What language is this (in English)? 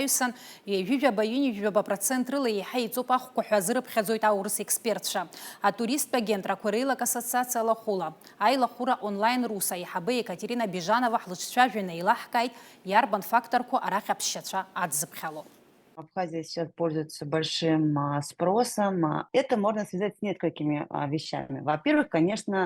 Abkhazian